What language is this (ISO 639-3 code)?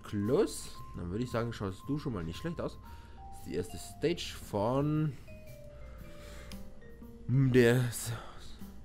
deu